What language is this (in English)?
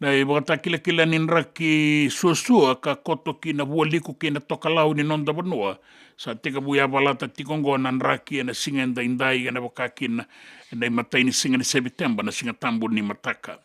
Fijian